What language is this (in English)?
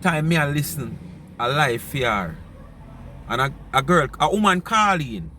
Jamaican Creole English